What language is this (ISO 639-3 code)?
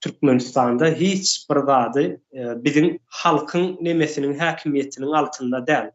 tuk